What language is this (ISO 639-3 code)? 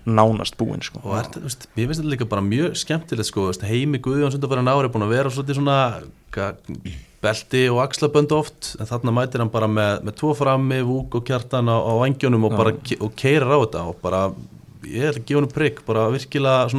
isl